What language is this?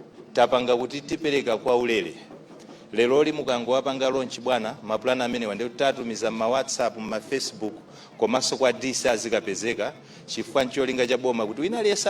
Nyanja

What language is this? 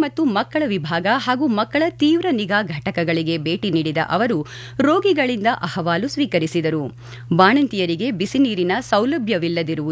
Kannada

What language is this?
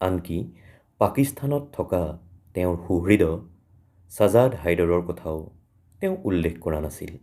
Assamese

